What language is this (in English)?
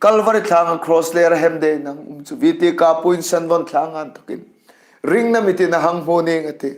Hmar